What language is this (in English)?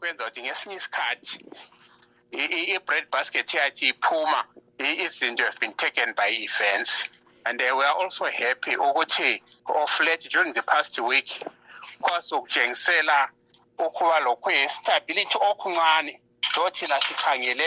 North Ndebele